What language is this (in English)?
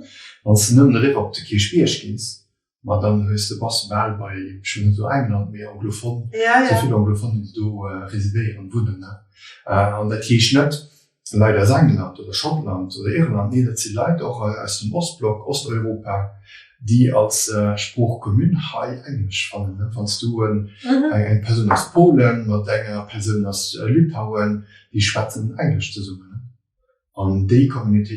Luxembourgish